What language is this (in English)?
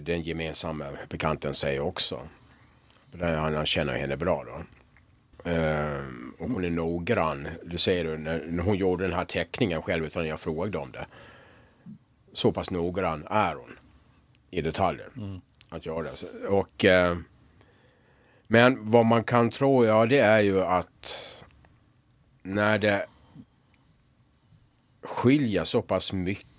Swedish